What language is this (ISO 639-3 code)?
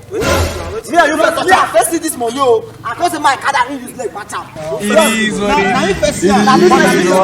pcm